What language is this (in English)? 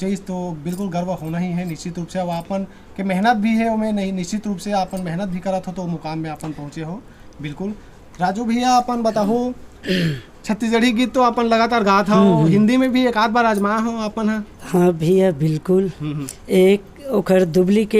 Chhattisgarhi